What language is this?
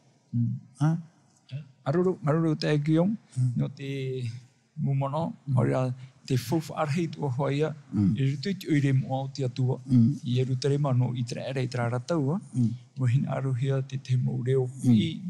Tahitian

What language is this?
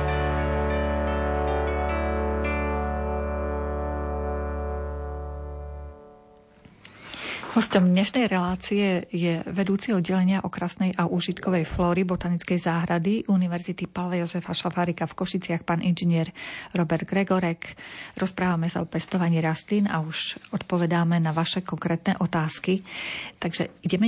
Slovak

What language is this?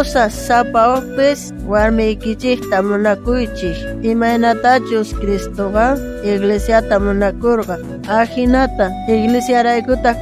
South Bolivian Quechua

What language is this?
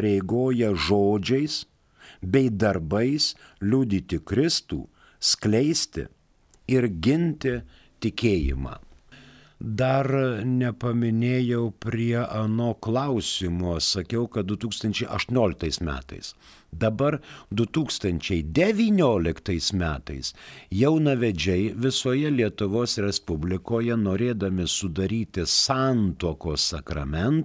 Lithuanian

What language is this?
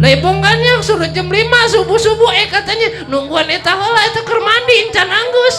Betawi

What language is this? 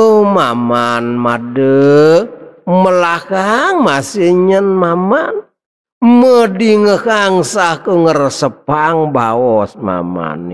Balinese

